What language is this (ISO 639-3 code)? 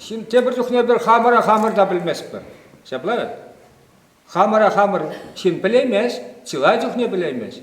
chv